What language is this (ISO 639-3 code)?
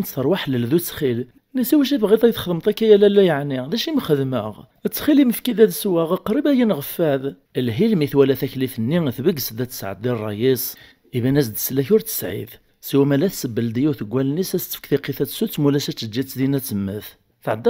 kab